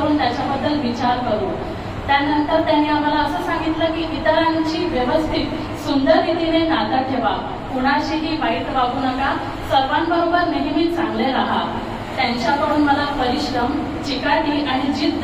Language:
Marathi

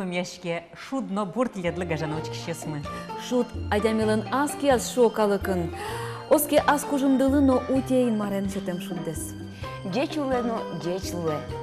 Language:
Udmurt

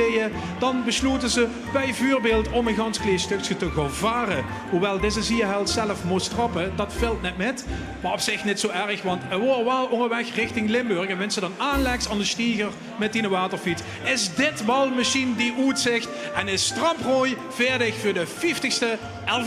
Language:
Limburgish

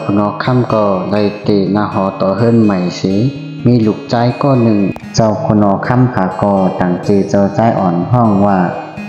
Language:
Shan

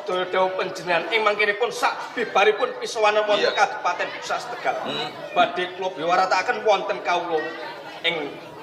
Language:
Javanese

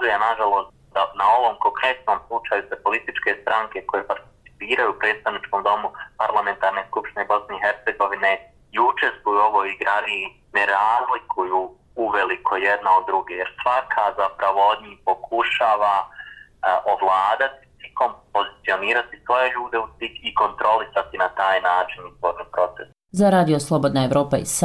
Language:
Bosnian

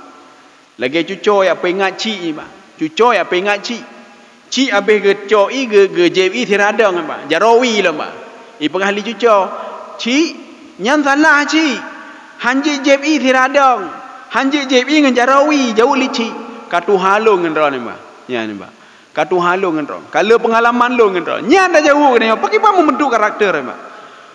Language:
Achinese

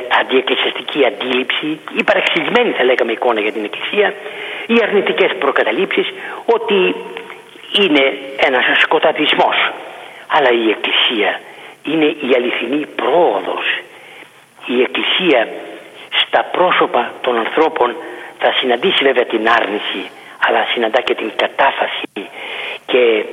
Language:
Greek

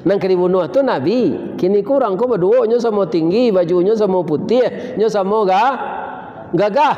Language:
Minangkabau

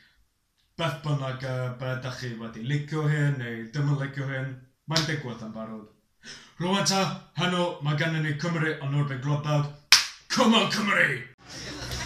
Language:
Welsh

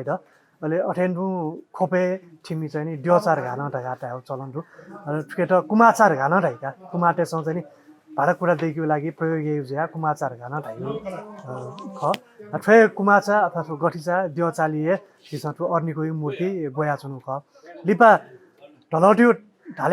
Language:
Newari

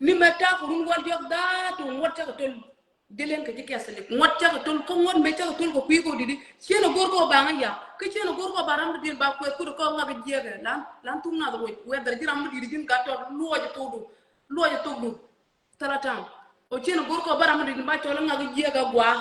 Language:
Nuer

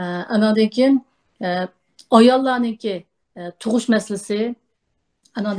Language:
Uyghur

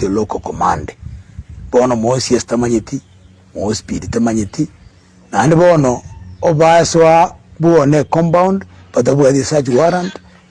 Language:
Gusii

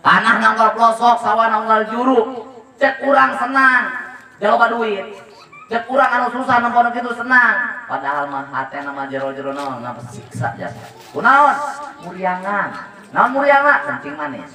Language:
Sundanese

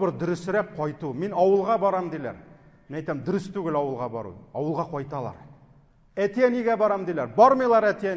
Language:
Tatar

